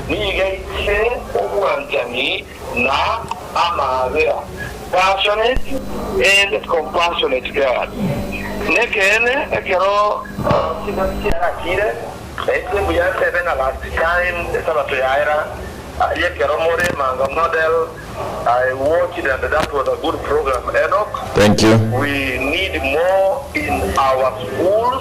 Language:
Gusii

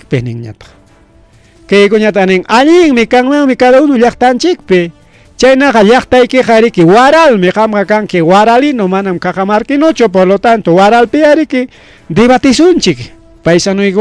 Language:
Ayacucho Quechua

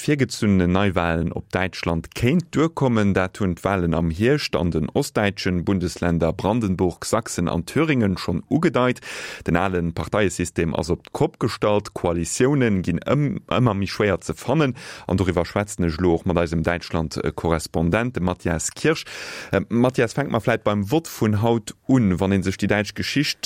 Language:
Luxembourgish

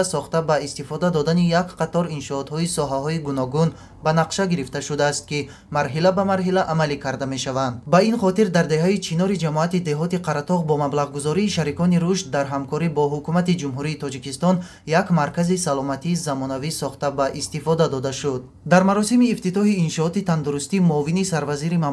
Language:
Tajik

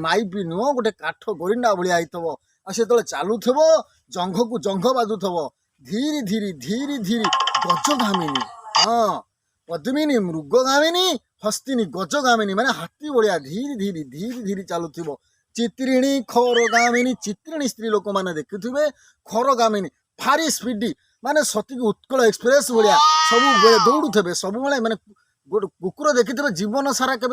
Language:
Odia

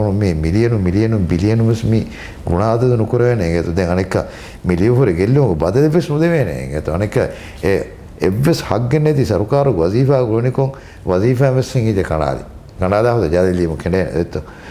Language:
Divehi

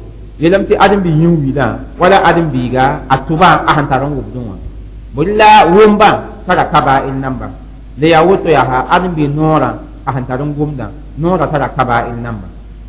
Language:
Mossi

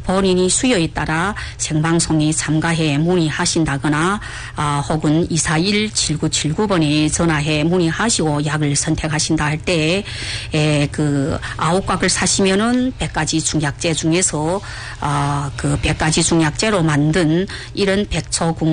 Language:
Korean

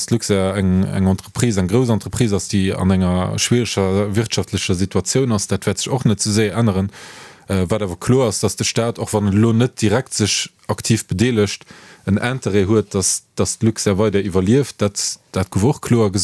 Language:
Luxembourgish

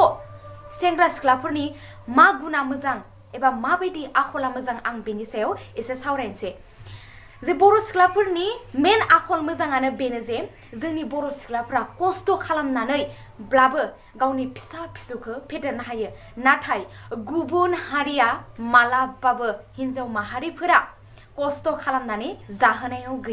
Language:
Bodo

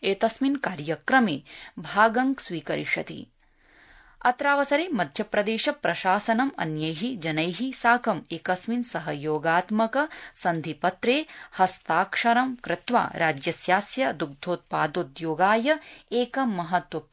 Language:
Sanskrit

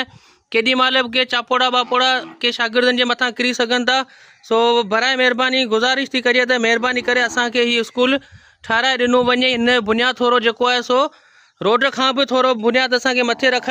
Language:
Sindhi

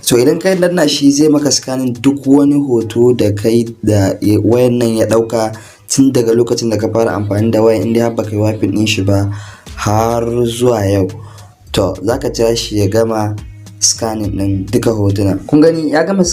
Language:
Hausa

